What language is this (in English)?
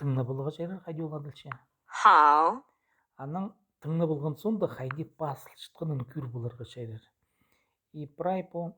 Khakas